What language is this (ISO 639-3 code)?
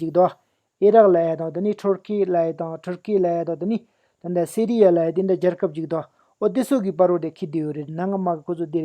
bod